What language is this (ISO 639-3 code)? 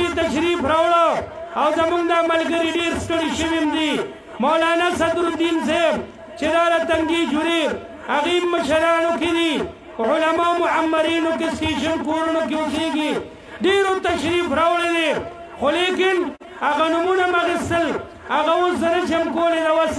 pus